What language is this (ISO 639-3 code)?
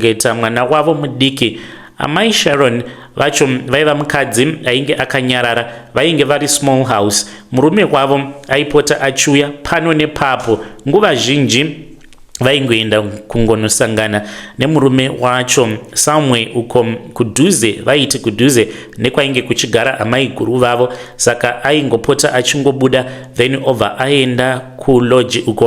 sna